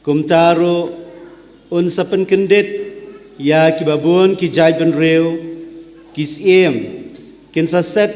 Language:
Khasi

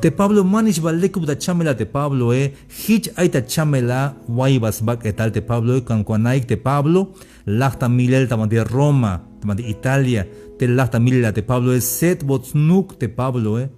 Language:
Tzeltal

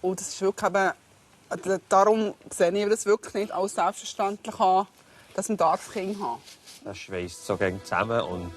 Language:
Swiss German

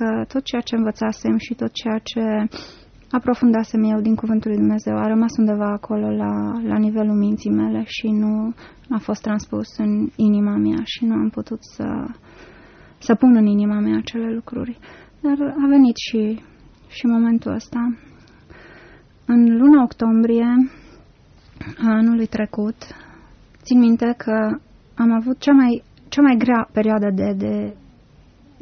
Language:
Romanian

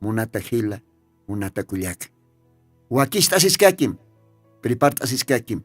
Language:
Aymara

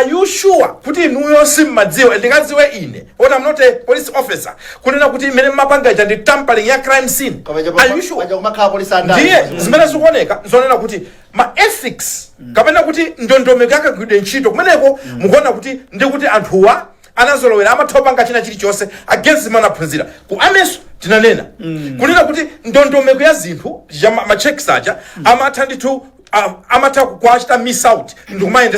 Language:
Nyanja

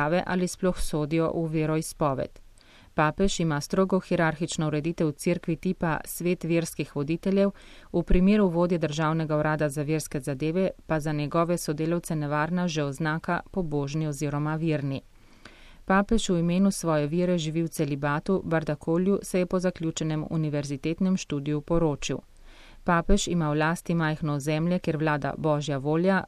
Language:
Slovenian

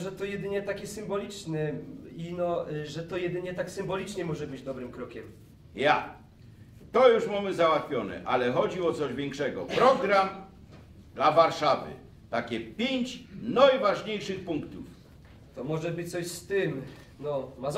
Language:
Silesian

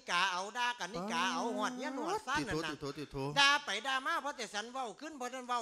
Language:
Lao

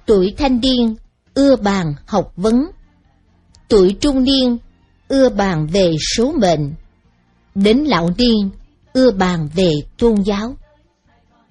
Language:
Vietnamese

